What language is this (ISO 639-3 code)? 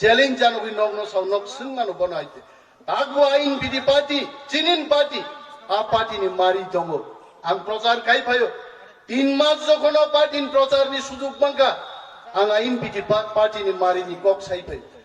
trp